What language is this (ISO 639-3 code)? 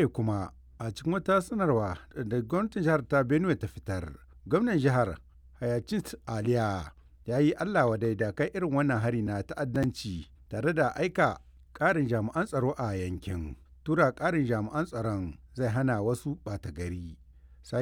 hau